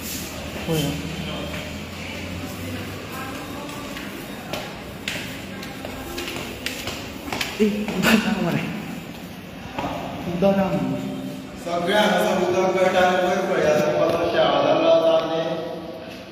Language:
Konkani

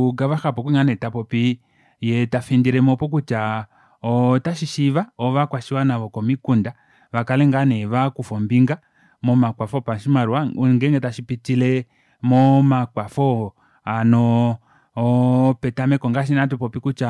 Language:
Kuanyama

